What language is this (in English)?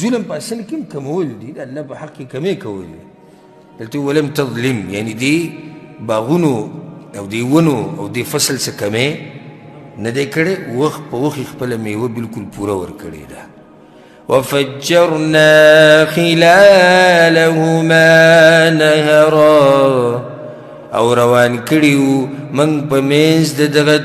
Pashto